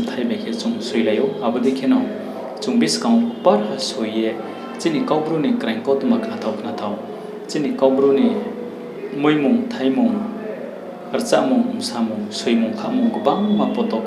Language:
Riang (India)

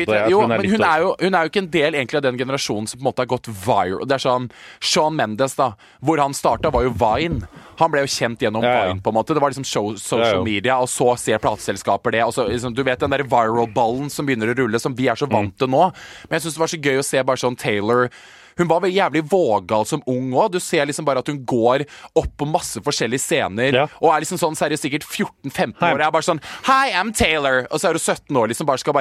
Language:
Norwegian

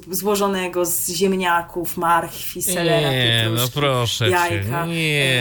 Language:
Polish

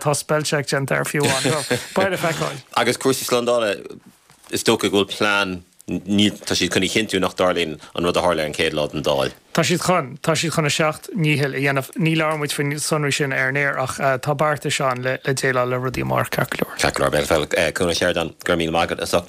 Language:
Irish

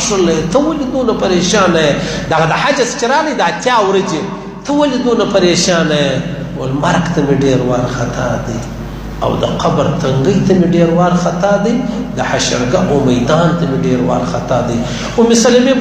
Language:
Pashto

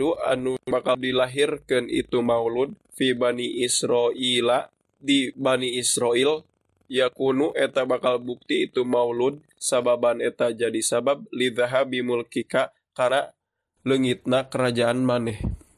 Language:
Sundanese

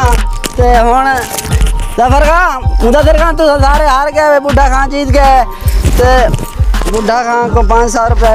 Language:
Saraiki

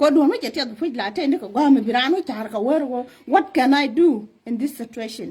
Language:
Nuer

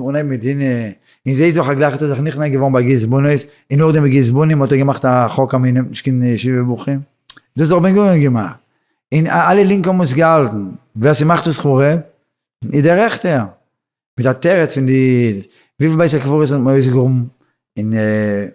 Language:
Yiddish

